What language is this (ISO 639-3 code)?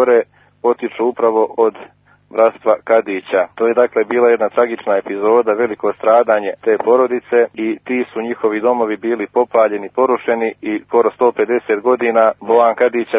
srp